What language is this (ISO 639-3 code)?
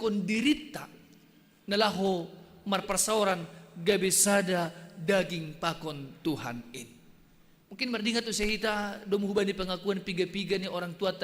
bts